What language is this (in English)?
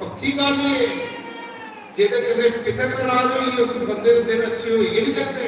Dogri